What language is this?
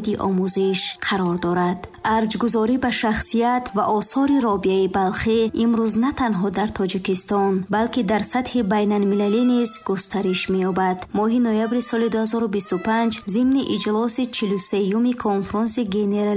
Tajik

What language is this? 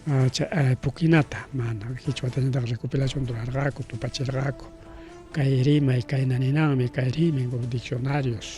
Ayacucho Quechua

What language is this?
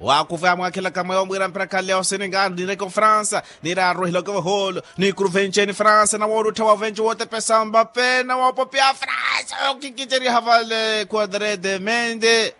Makhuwa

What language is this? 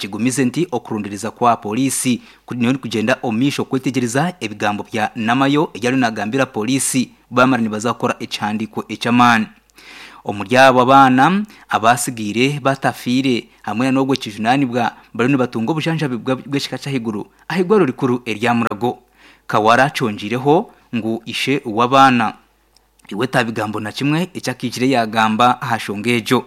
Nyankole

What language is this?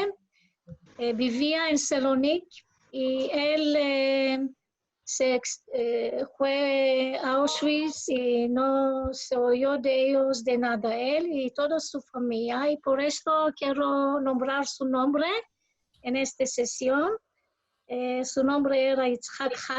Ladino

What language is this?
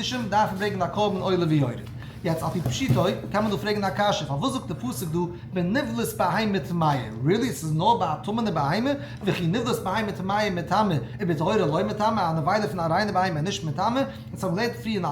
Yiddish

